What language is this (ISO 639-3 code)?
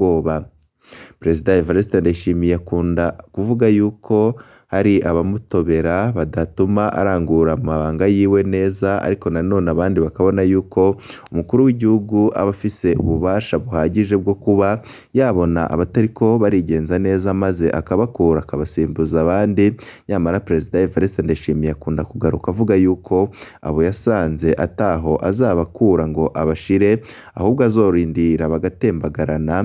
run